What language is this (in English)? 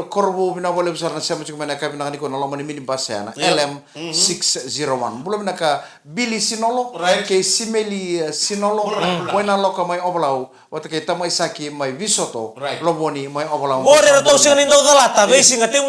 Fijian